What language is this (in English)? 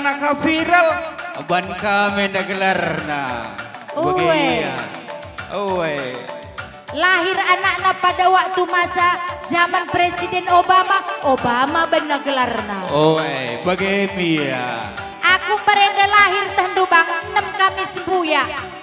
Batak Karo